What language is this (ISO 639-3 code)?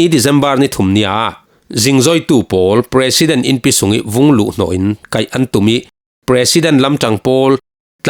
cfm